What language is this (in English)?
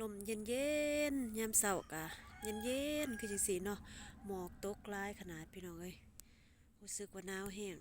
Lao